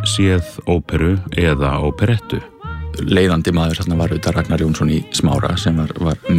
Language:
Icelandic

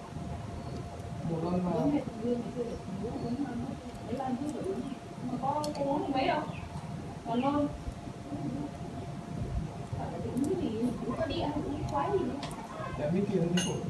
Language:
Vietnamese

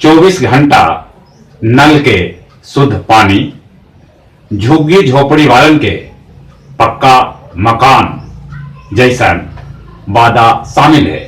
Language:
Magahi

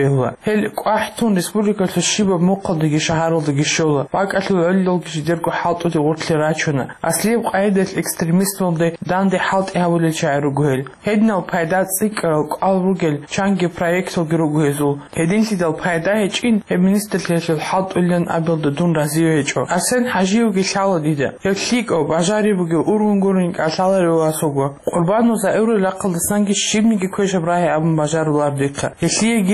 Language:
Avaric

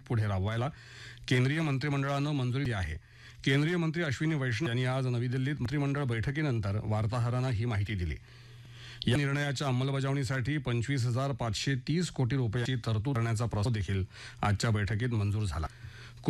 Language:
Marathi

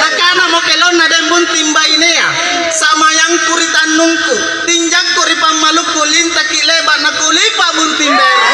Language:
Makasar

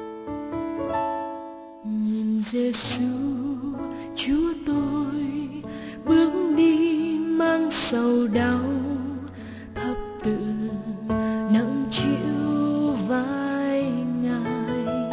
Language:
Vietnamese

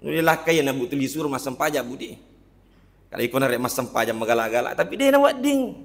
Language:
Buginese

